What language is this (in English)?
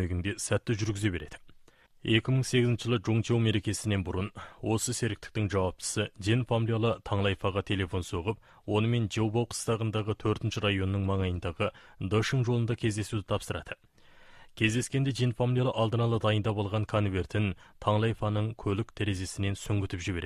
Kazakh